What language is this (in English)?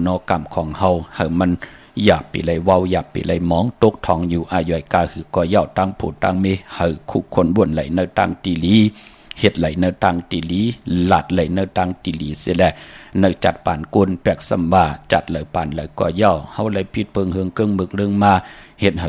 Shan